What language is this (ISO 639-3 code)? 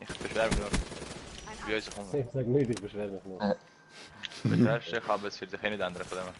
gsw